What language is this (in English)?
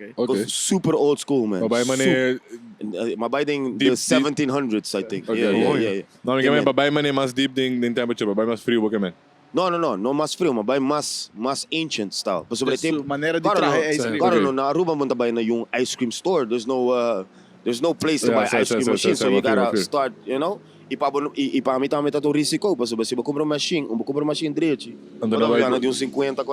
Papiamento